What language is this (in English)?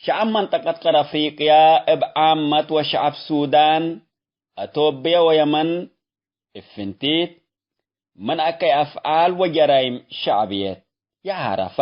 Tigre